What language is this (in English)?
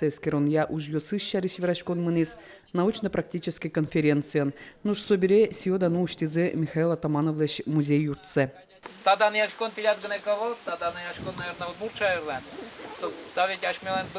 Udmurt